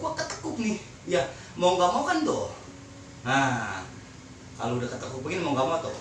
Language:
Betawi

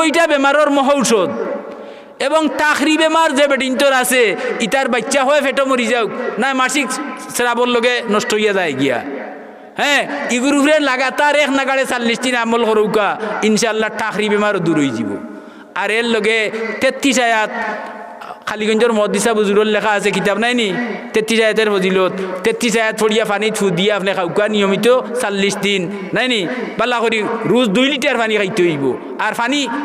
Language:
Sylheti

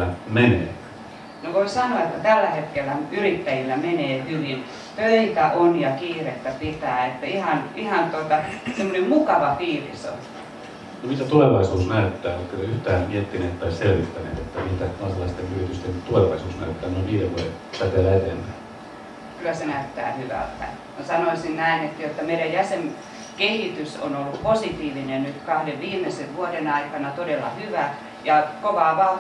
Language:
Finnish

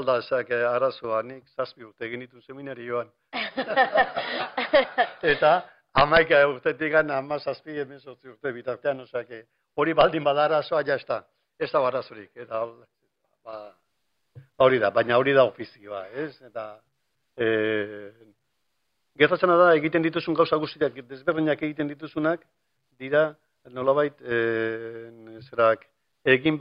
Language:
Basque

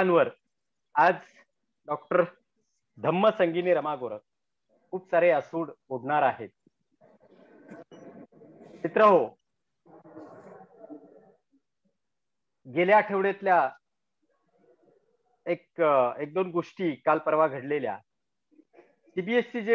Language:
Marathi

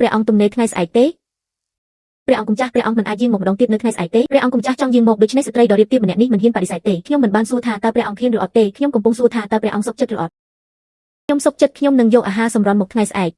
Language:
Khmer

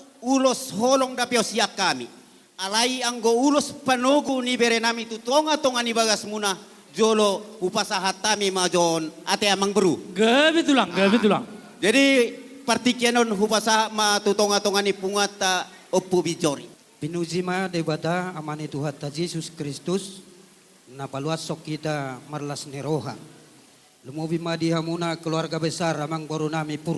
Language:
Batak Toba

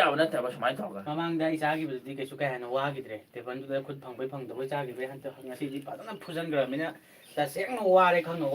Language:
Manipuri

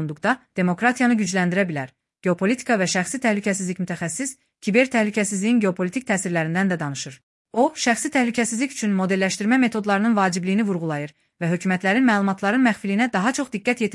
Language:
Azerbaijani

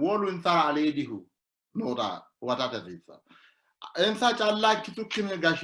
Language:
Sidamo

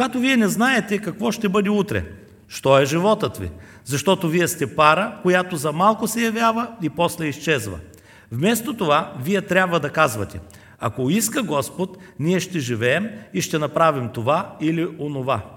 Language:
Bulgarian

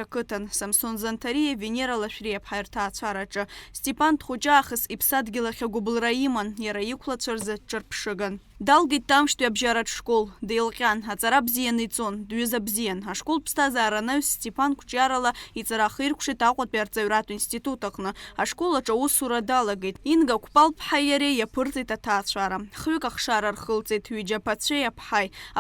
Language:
Abkhazian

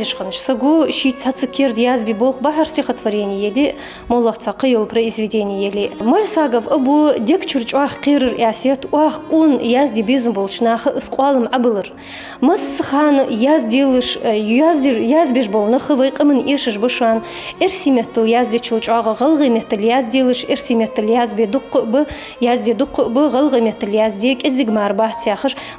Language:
Ingush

